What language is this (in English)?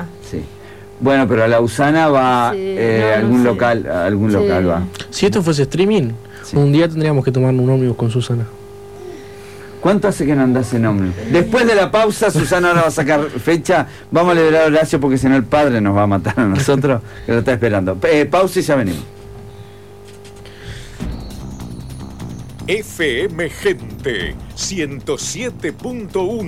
Spanish